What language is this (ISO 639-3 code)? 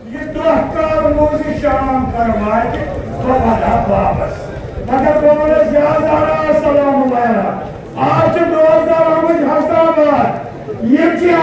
kas